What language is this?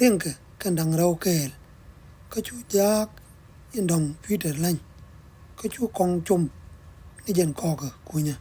Nuer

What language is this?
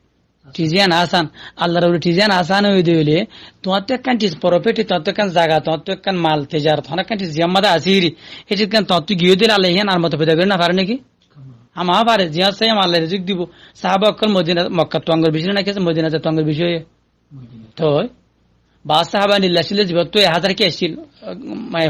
Rohingya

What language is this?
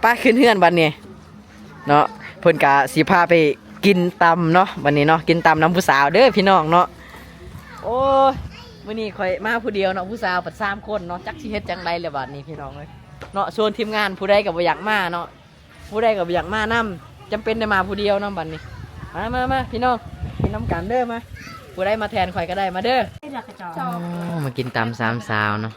Lao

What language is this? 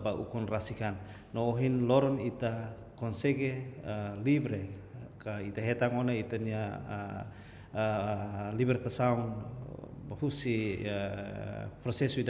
Tetum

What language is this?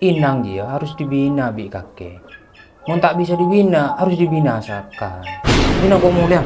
Madurese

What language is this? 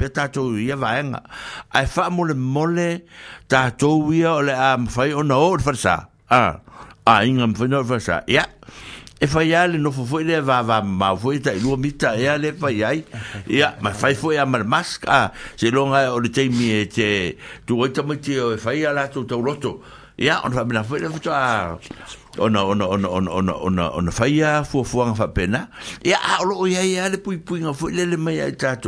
Samoan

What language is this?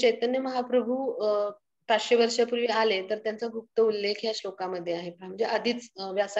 Marathi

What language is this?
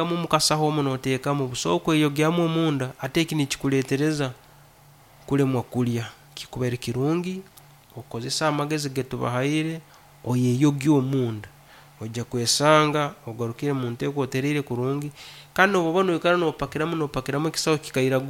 Nyoro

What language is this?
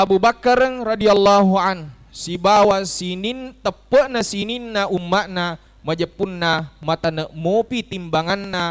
Buginese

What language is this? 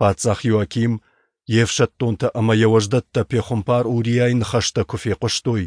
Ossetic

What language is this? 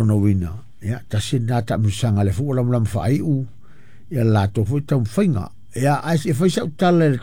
Samoan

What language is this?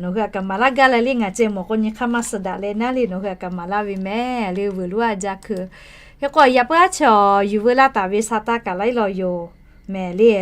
Lahu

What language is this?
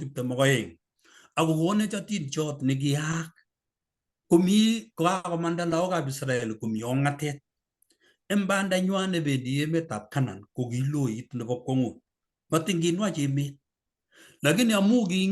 Kalenjin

